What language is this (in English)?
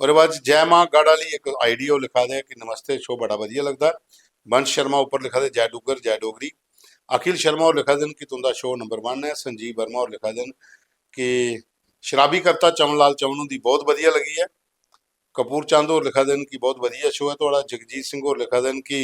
Dogri